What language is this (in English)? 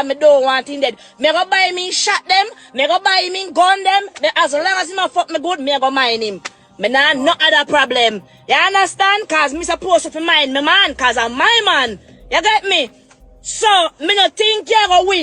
Jamaican Creole English